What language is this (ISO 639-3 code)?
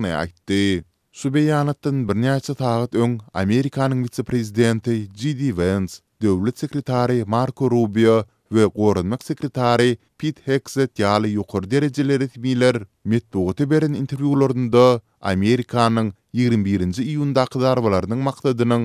tuk